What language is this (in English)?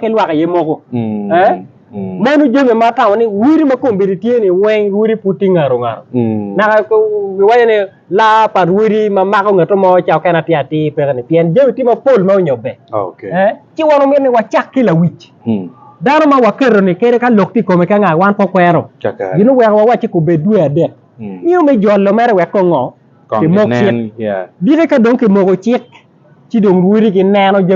Acoli